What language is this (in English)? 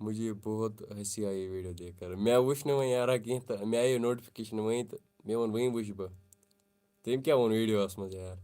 Kashmiri